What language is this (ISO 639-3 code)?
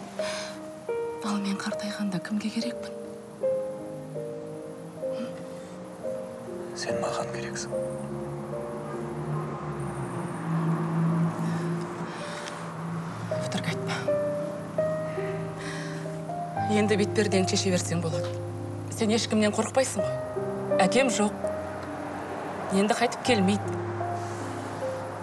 kaz